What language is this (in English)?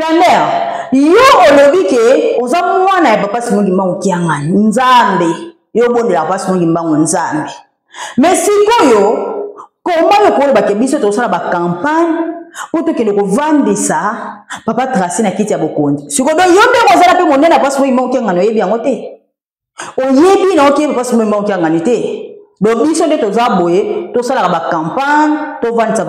Lingala